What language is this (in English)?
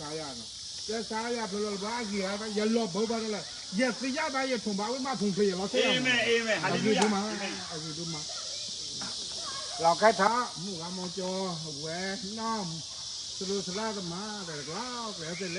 S'gaw Karen